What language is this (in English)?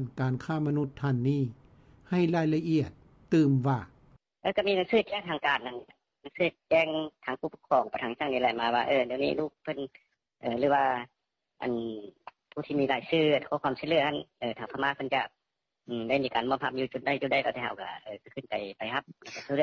Lao